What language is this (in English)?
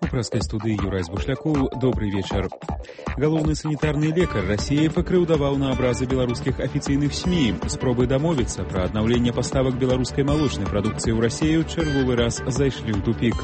Belarusian